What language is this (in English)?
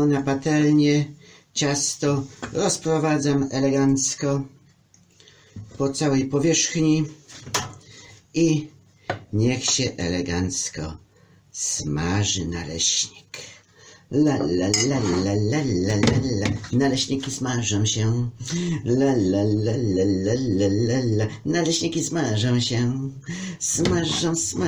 Polish